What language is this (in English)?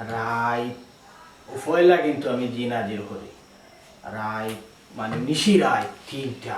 Sylheti